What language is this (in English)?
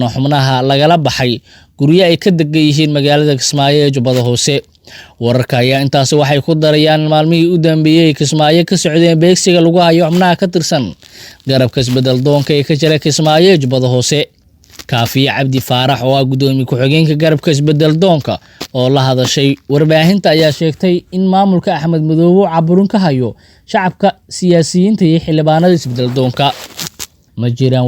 Somali